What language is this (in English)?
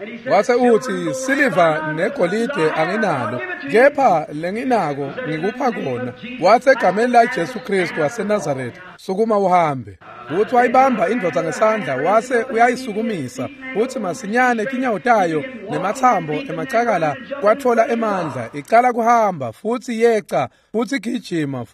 Swati